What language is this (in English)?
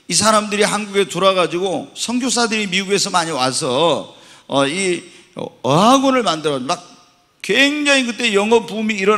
Korean